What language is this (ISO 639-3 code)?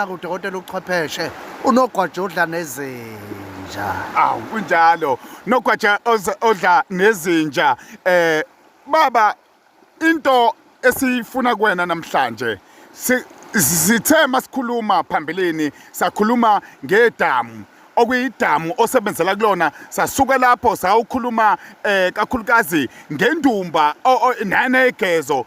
zul